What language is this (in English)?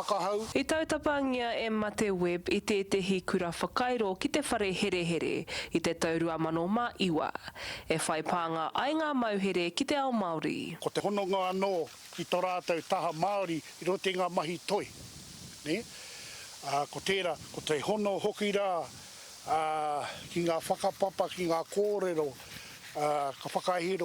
Māori